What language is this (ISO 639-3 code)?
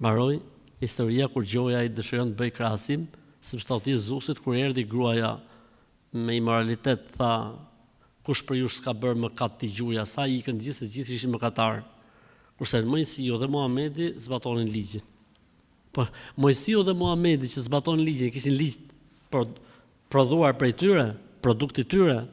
sqi